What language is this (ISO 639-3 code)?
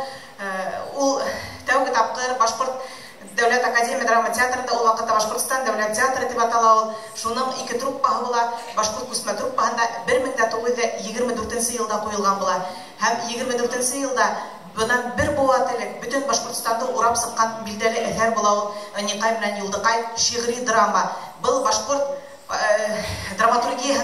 bak